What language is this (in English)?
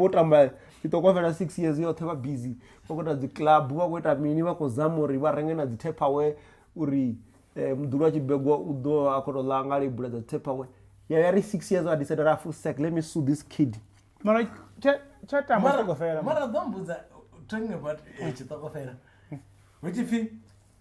Venda